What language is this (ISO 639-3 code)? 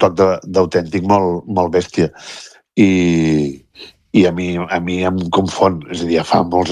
cat